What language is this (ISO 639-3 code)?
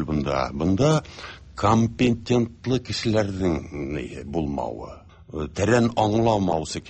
tat